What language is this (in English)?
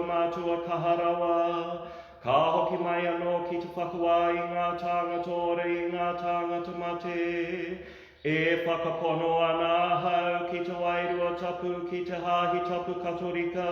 Māori